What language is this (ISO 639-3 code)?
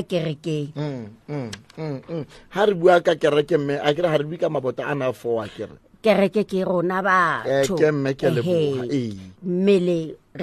sot